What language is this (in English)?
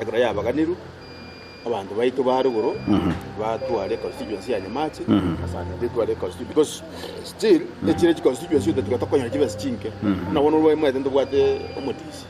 Gusii